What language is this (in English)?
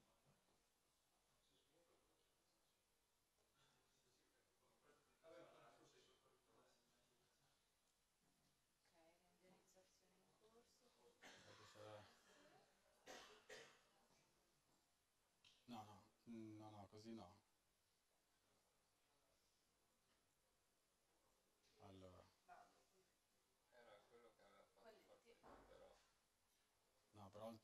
Italian